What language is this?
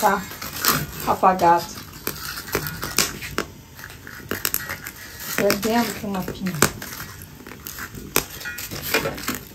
Portuguese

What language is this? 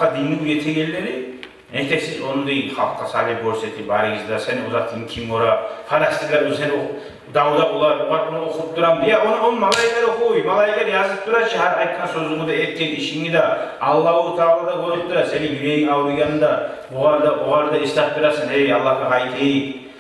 Kumyk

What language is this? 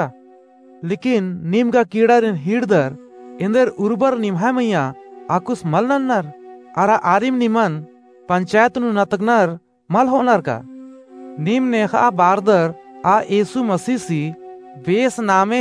Kurukh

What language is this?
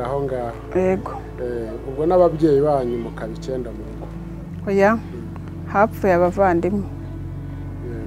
Kinyarwanda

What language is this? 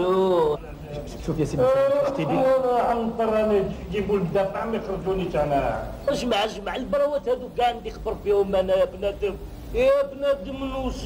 Algerian Arabic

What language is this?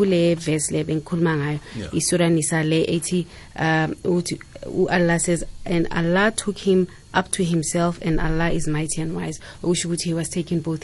South Ndebele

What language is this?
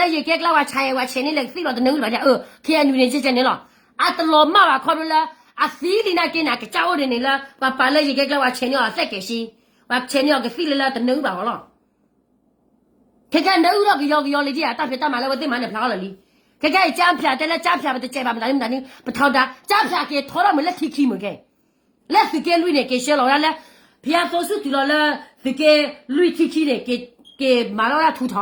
S'gaw Karen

